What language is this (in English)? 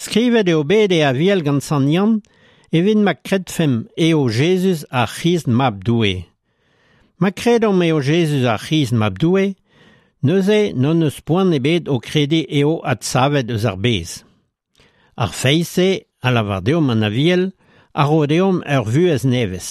Breton